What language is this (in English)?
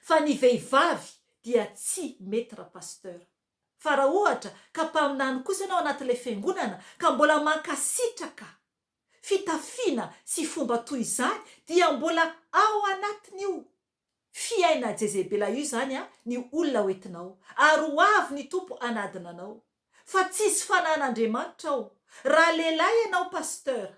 Malagasy